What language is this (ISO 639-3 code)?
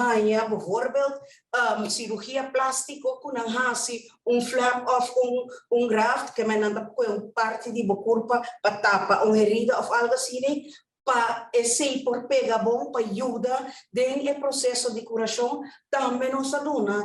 pap